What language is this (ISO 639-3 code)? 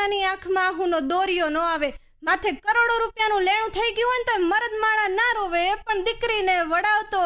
guj